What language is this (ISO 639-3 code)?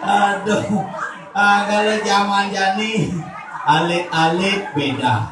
ban